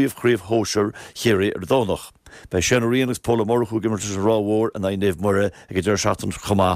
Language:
Irish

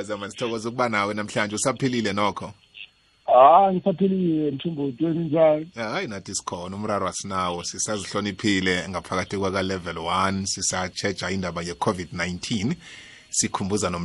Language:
South Ndebele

